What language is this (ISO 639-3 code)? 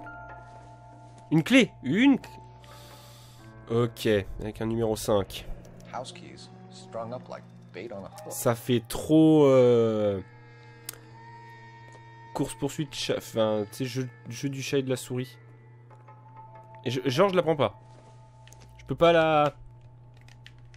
fra